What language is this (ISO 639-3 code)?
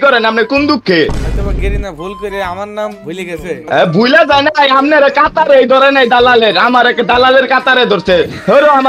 ben